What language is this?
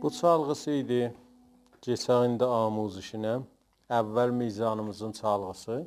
South Azerbaijani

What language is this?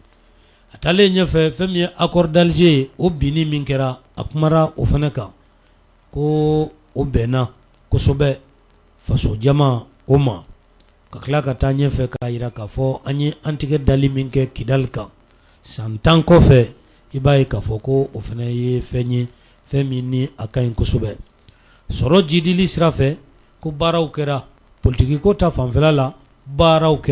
Bambara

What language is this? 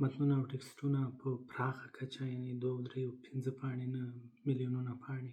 Pashto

